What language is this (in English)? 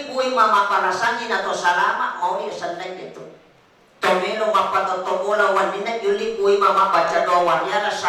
Buginese